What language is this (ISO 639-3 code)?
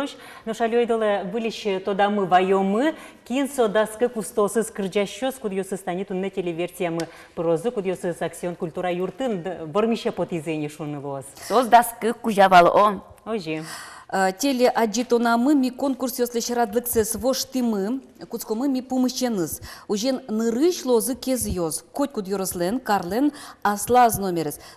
udm